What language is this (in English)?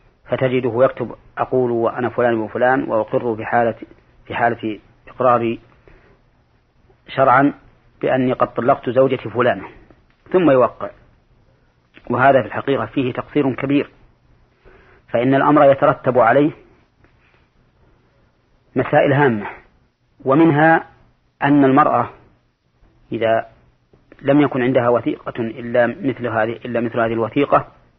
Arabic